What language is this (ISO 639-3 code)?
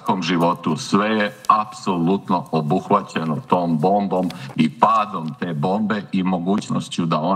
srp